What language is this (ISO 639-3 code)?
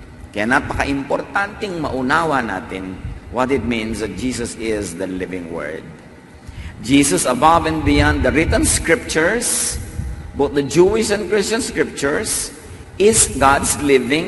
fil